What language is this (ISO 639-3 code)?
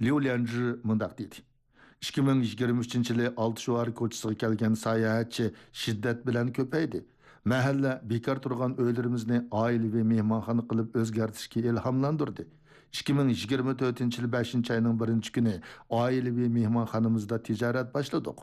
uig